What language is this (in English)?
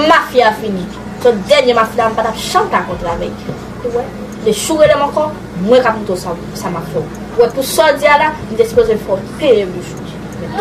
Haitian Creole